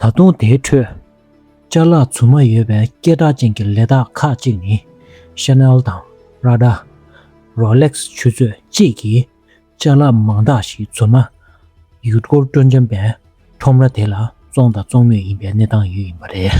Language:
Tibetan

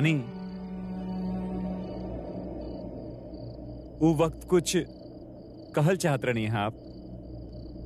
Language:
Bhojpuri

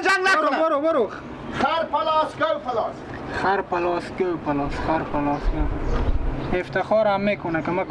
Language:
Persian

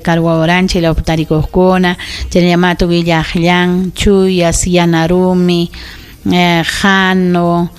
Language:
Ayacucho Quechua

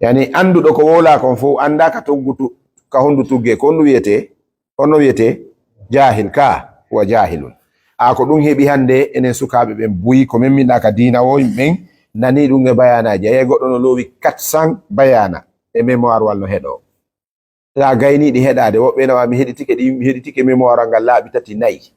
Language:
Fula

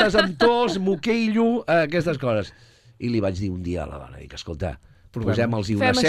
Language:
Catalan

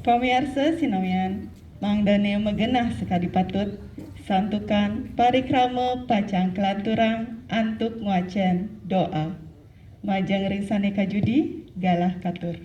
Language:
Balinese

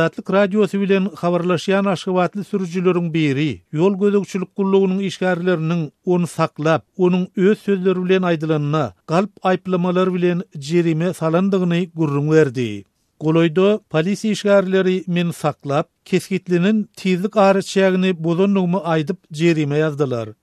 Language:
Turkmen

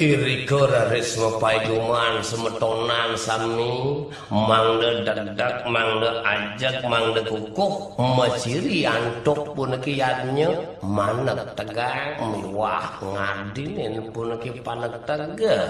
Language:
Balinese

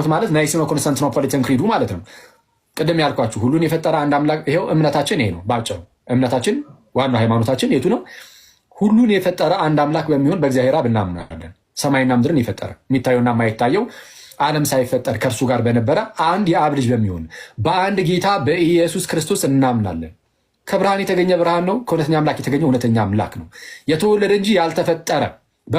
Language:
Amharic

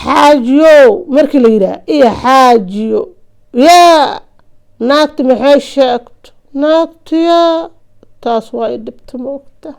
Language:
Somali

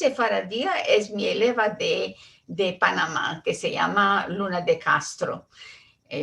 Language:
Ladino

